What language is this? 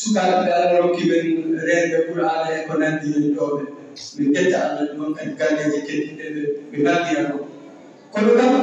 Fula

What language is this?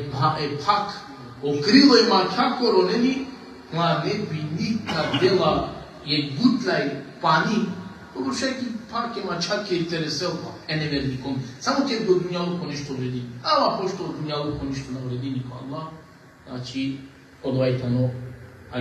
Balkan Romani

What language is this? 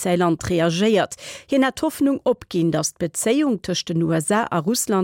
Luxembourgish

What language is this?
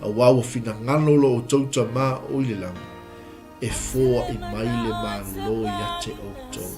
Samoan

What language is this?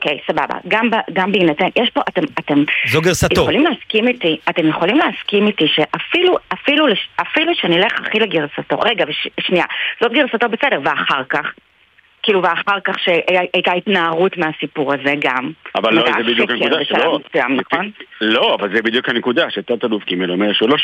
Hebrew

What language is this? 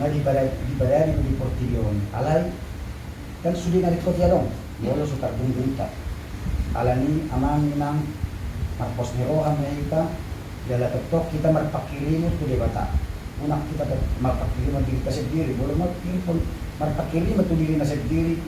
Batak Toba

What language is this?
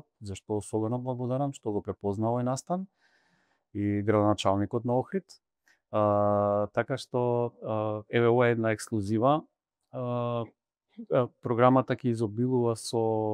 Macedonian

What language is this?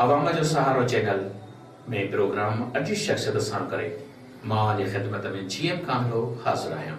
Sindhi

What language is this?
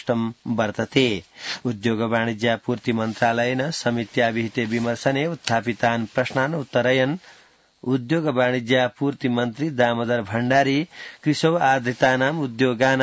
Sanskrit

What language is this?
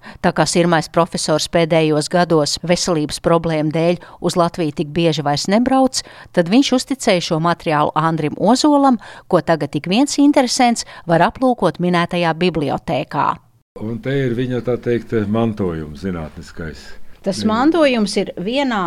Latvian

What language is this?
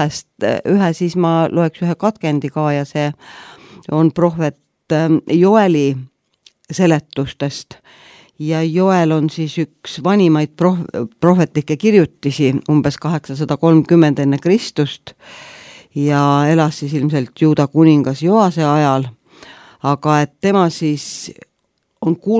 Estonian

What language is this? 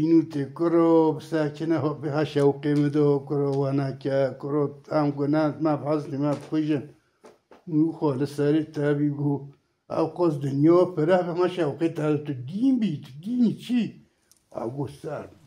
Kurdish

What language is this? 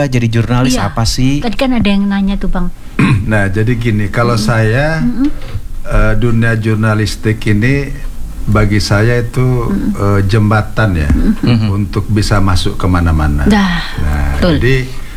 Indonesian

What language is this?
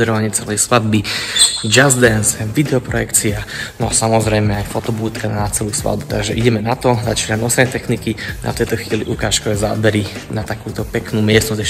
Slovak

